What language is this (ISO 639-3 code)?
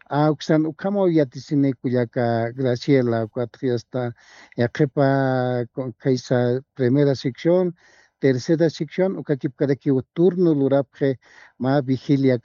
aym